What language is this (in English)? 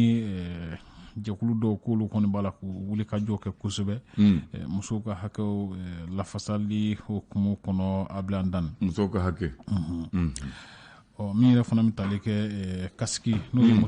Bambara